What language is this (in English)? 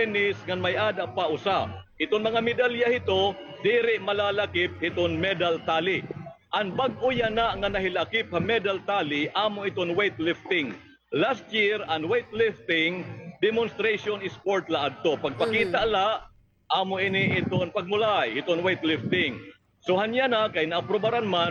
Waray